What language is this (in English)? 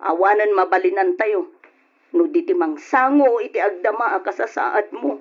Iloko